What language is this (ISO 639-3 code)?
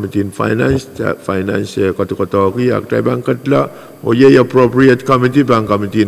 pon